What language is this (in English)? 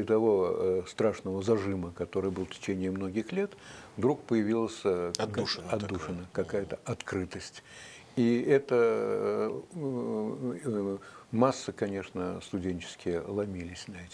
Russian